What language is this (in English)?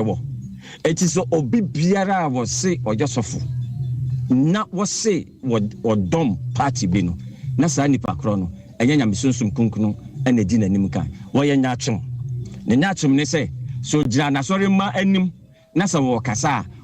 Akan